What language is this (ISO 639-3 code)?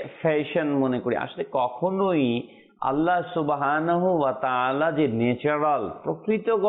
ben